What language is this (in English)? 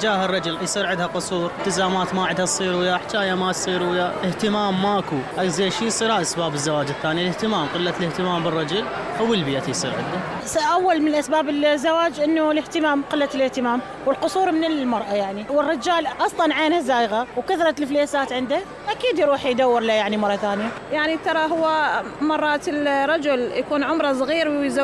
Mesopotamian Arabic